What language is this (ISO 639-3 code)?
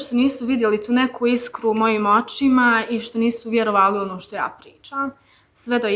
bos